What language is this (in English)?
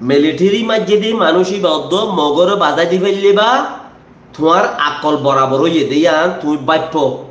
Rohingya